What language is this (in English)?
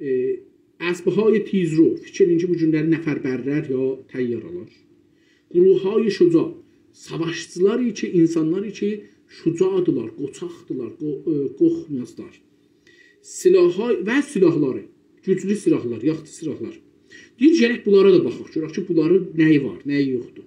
South Azerbaijani